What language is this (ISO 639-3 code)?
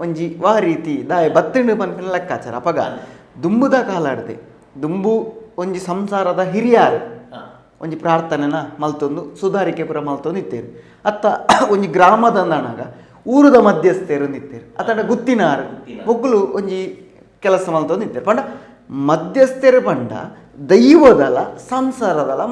tcy